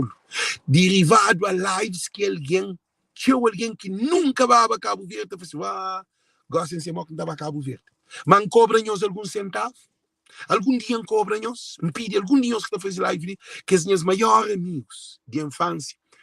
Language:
Kabuverdianu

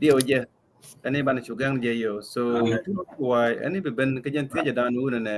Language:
Nuer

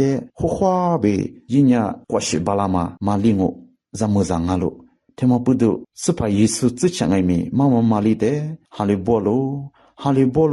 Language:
Lisu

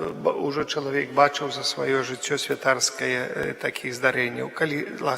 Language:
Belarusian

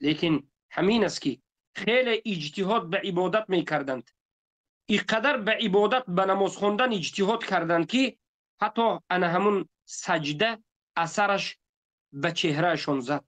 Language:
Tajik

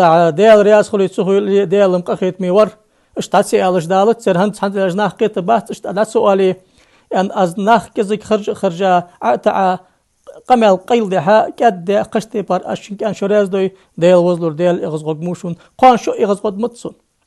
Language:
Ingush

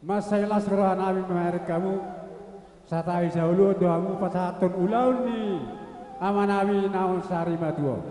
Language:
Batak Toba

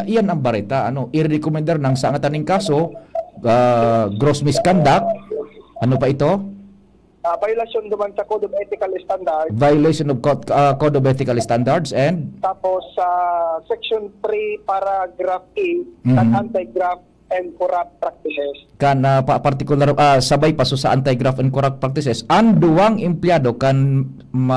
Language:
Bikol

